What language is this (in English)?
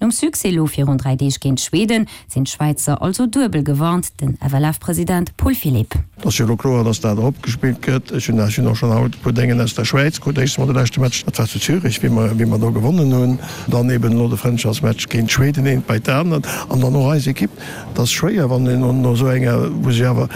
Luxembourgish